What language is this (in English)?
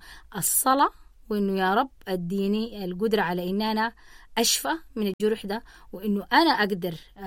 Sudanese Arabic